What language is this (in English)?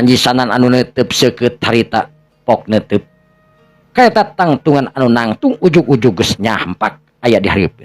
Sundanese